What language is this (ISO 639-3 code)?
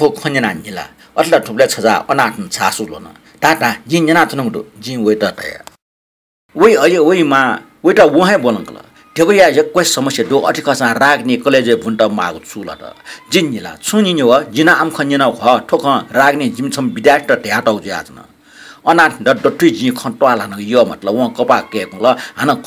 new